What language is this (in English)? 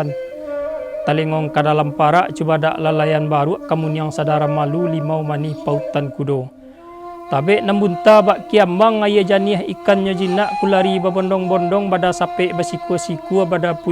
Minangkabau